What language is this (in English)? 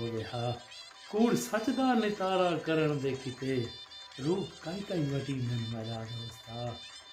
Saraiki